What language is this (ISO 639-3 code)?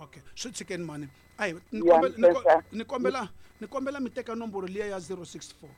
tso